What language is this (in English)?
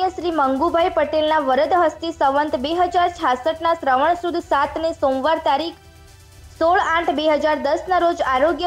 Gujarati